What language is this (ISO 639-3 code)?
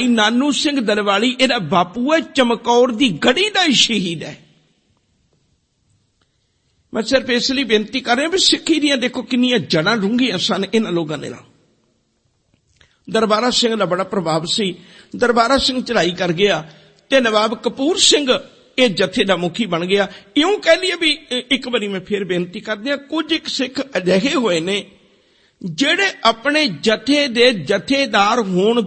pan